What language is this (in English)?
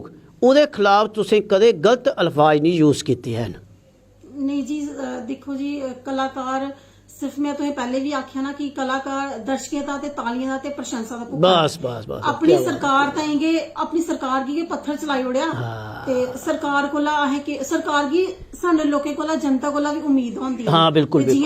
Dogri